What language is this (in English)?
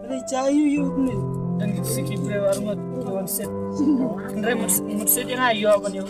Khasi